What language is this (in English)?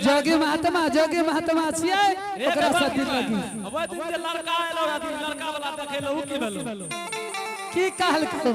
Angika